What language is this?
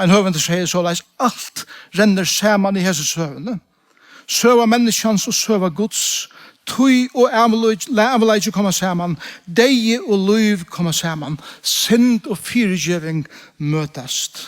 Faroese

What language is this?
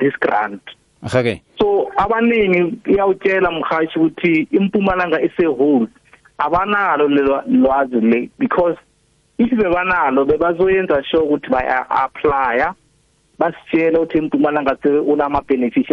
South Ndebele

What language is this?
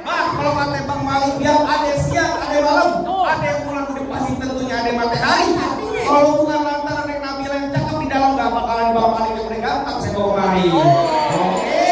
Betawi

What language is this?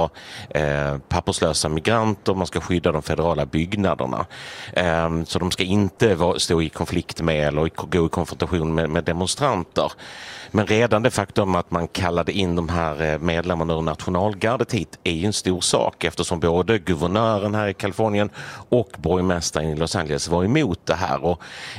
Swedish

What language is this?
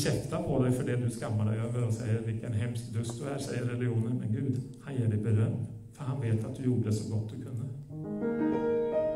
Norwegian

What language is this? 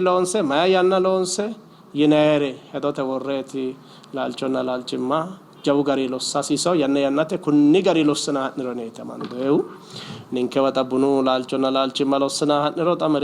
Sidamo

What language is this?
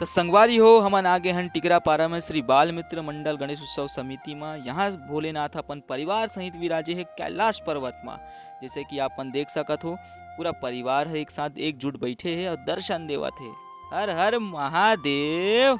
Chhattisgarhi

